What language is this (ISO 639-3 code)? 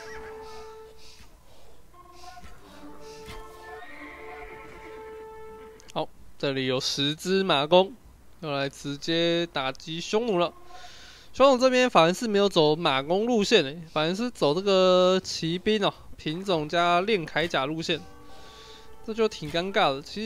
zho